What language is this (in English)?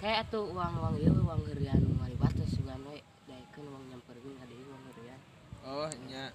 Sundanese